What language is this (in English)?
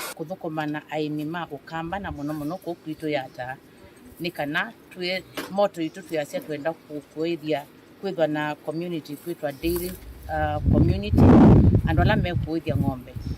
Kamba